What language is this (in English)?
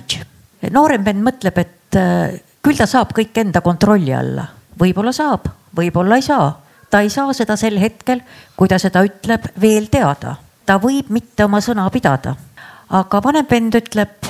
Estonian